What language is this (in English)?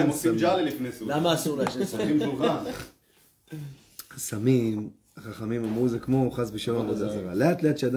Hebrew